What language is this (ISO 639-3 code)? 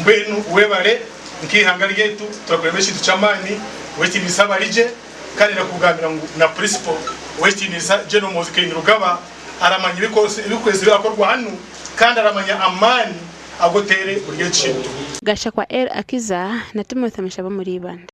nyn